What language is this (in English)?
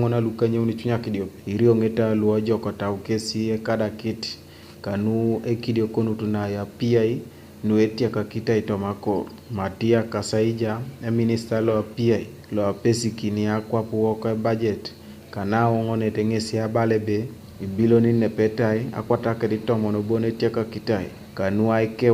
Teso